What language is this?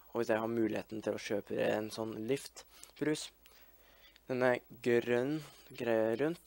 Norwegian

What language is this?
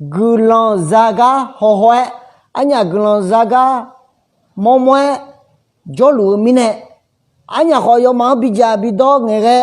Akha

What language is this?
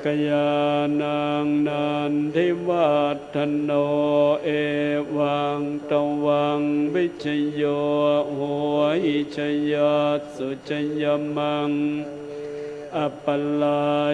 Pali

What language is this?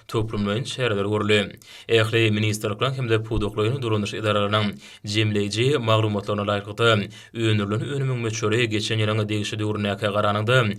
Turkmen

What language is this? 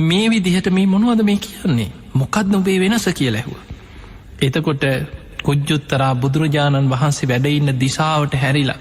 Sinhala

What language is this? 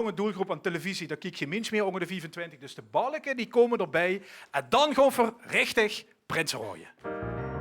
Limburgish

